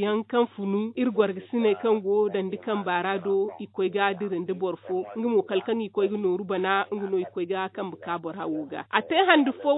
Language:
Zarma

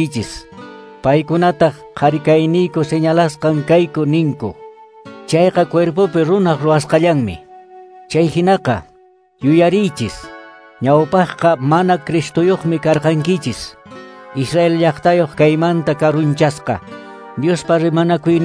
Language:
Quechua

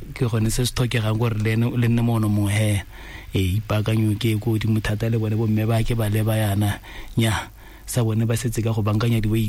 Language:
Tswana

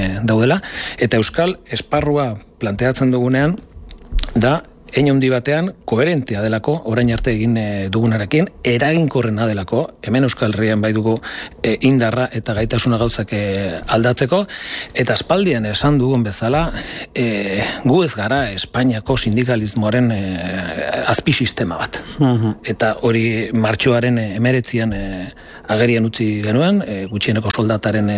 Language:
Basque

